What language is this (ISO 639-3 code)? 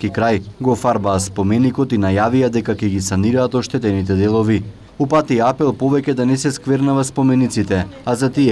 mkd